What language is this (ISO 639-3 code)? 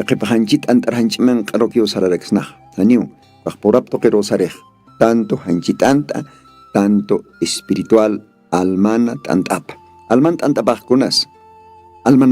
aym